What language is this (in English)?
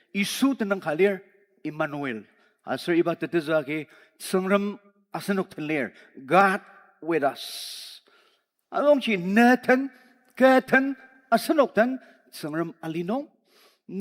Ao Naga